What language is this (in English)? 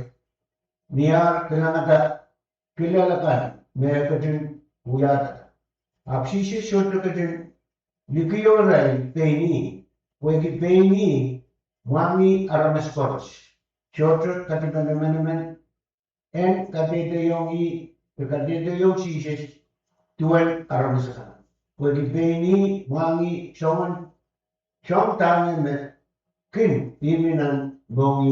Pohnpeian